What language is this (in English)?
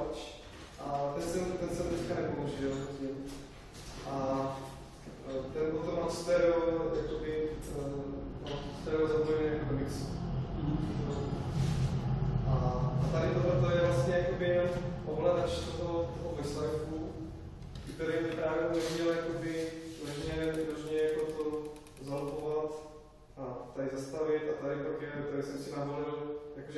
Czech